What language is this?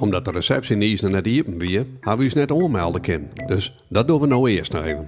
Western Frisian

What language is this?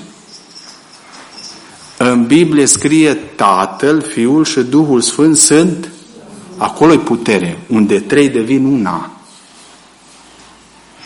Romanian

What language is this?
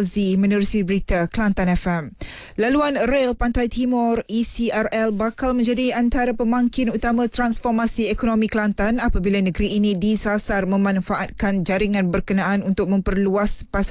Malay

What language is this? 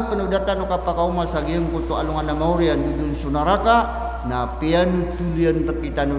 Maranao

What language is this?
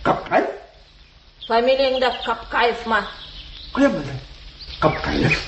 Tatar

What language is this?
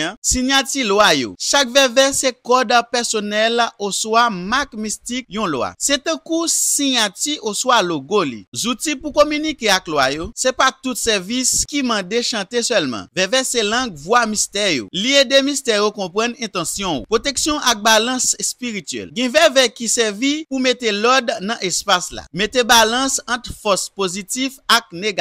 Haitian Creole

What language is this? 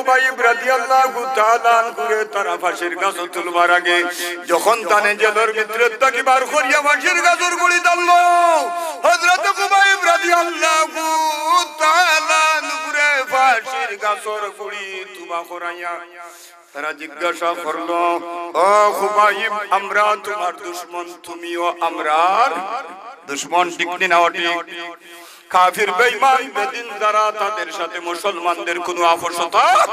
Sylheti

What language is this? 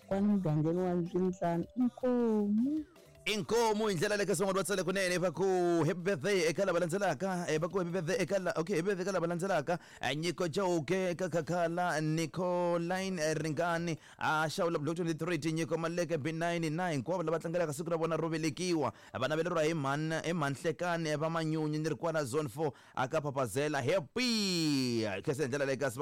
Tsonga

